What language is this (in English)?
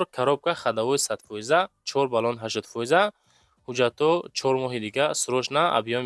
Tajik